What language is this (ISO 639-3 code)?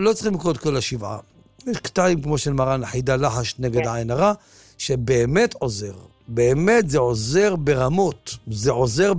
heb